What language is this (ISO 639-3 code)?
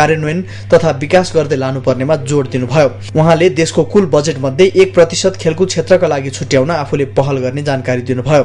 nep